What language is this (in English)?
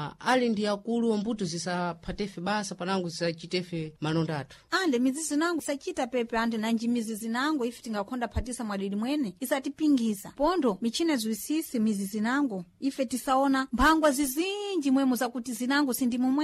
Sena